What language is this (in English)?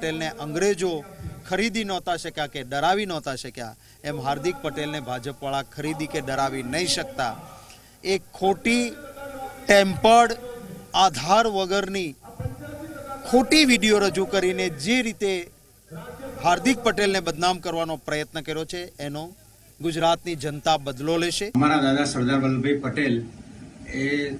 Gujarati